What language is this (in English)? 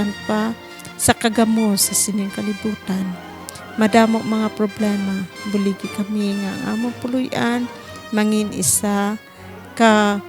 Hiligaynon